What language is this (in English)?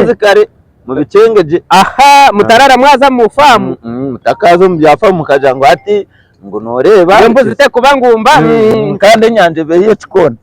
Nyankole